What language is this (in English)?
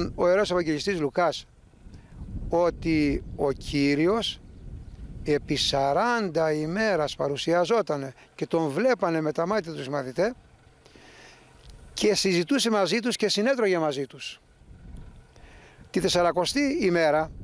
Greek